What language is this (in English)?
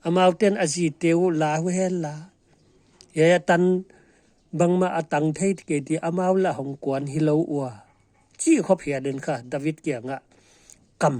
Paite Chin